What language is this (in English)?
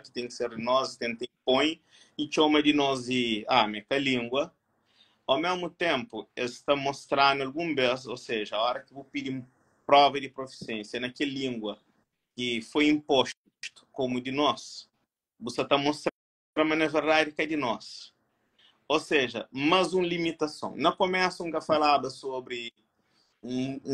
Kabuverdianu